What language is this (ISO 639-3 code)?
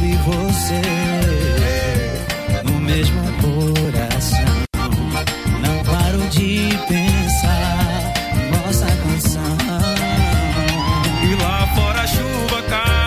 por